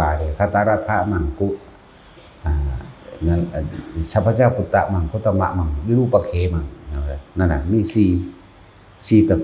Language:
Northeastern Thai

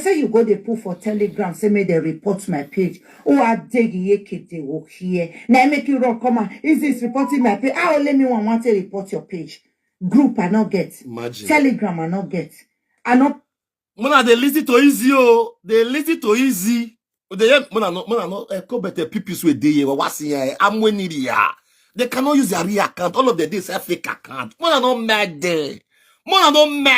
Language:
Nigerian Pidgin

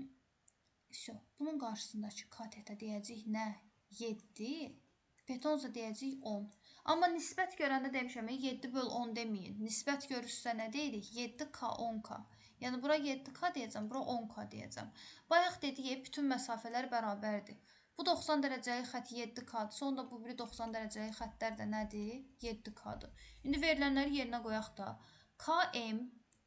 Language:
Azerbaijani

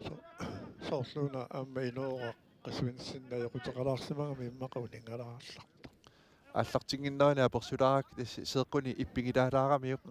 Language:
Kalaallisut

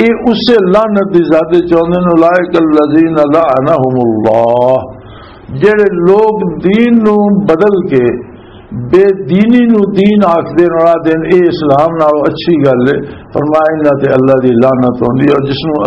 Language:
Western Panjabi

